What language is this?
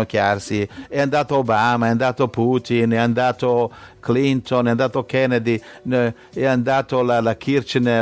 Italian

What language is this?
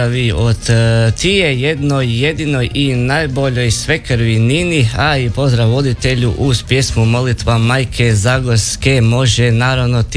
Croatian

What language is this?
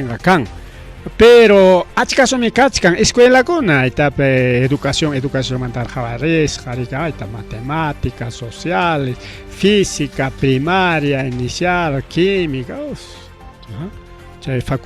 Ayacucho Quechua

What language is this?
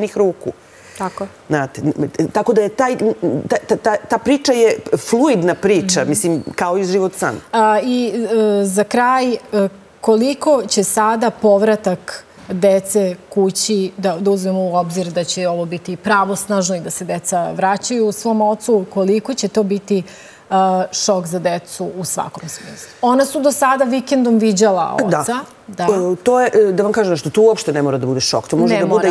Serbian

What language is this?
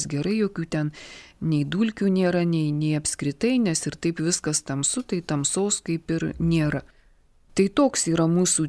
Lithuanian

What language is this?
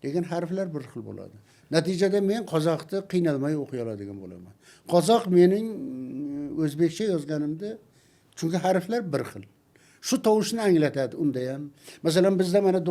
Uzbek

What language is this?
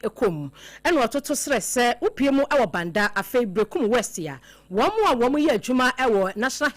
Akan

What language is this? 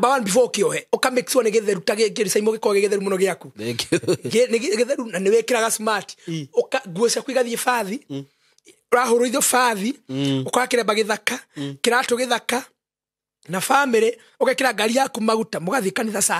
Kikuyu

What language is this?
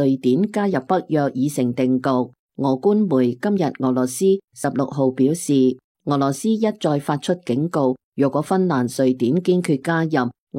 Cantonese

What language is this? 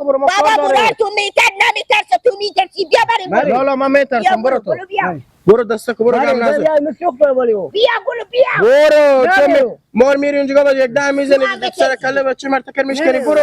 Hazaragi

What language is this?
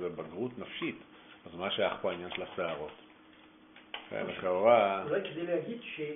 Hebrew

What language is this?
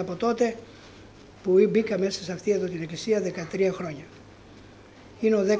Greek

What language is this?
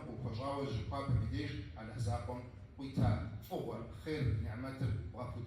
Kabardian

